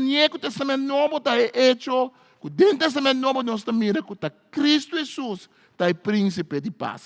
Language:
Papiamento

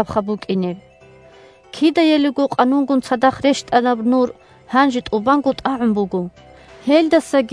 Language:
Avaric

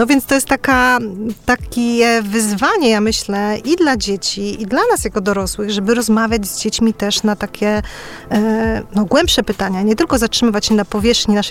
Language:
Polish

